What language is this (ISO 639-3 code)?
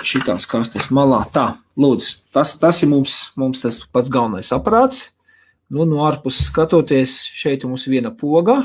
lav